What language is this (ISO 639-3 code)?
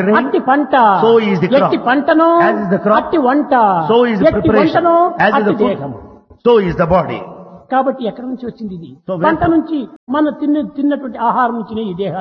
tel